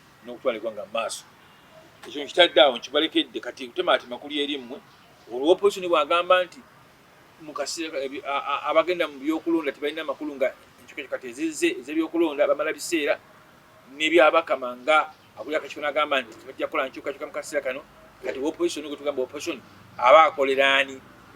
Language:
Ganda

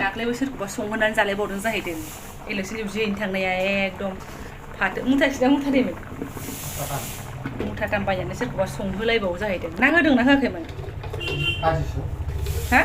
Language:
Bodo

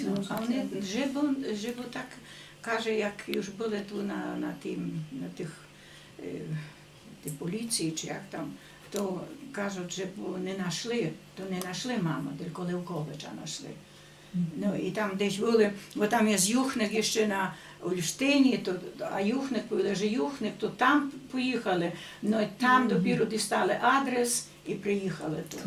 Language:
Rusyn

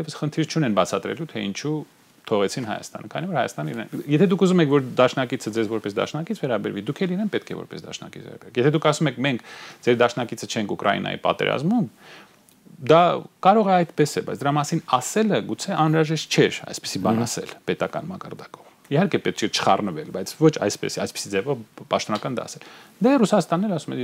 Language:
Armenian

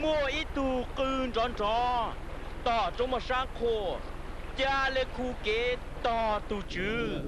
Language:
Hmong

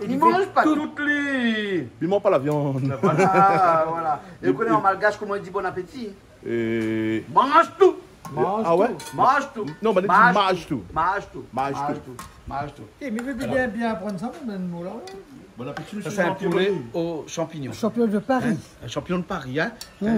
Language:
Réunion Creole French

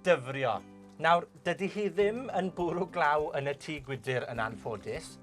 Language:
Welsh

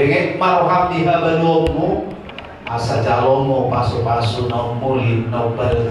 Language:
Batak Toba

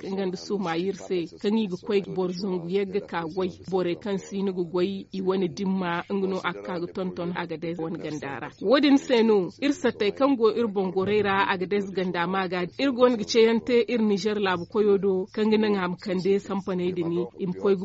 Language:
Zarma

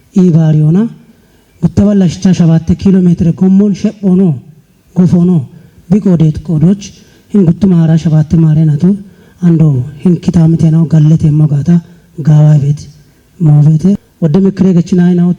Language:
Kafa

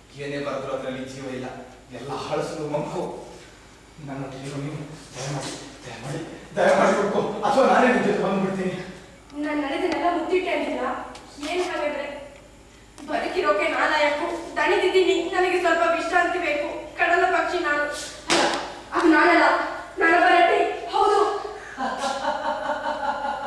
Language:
Kannada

